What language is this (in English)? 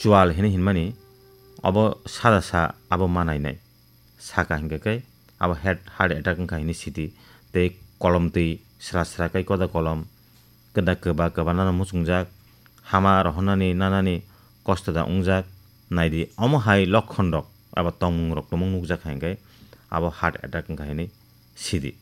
Kok Borok